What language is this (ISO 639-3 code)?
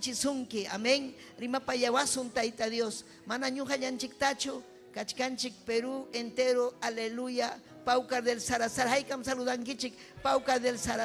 quy